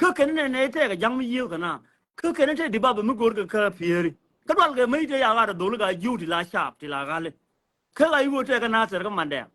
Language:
Nuer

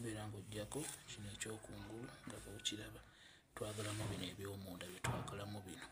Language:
Ganda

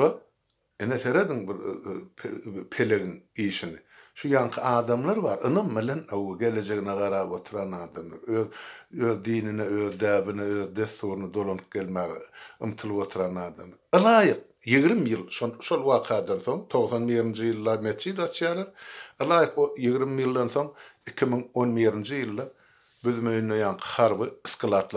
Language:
Turkmen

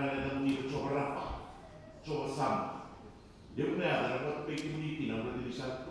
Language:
Fijian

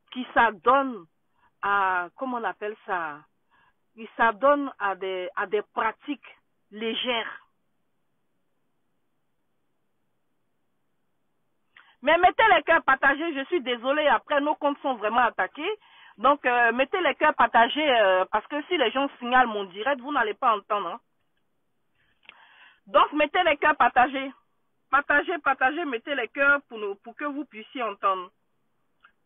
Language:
French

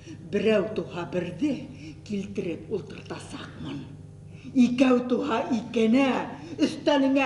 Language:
Bashkir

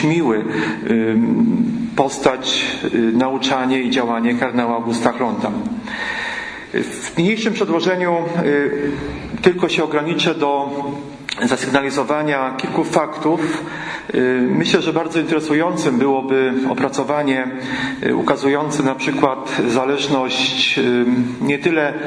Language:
Polish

